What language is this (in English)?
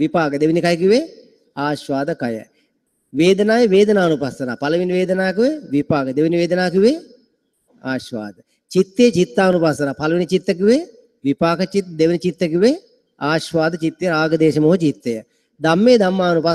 Sinhala